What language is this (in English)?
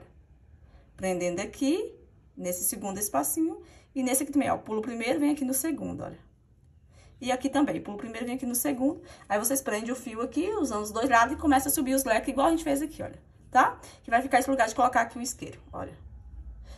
Portuguese